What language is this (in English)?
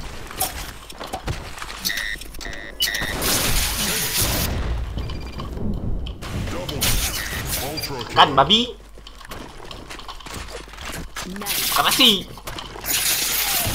Malay